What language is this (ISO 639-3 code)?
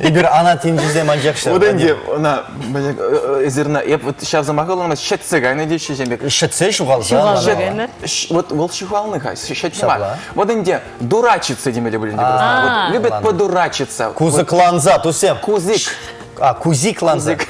chv